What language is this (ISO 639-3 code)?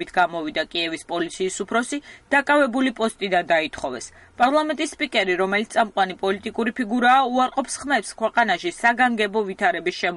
kat